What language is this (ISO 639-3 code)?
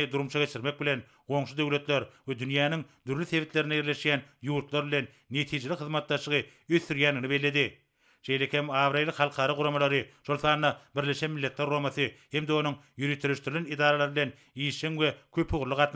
tuk